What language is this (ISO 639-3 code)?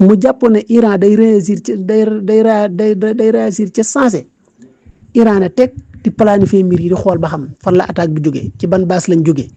wol